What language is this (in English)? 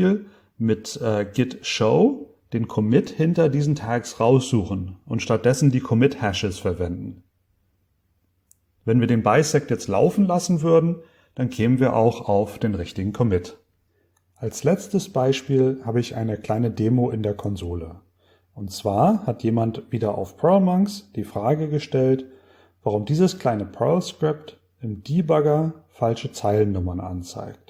German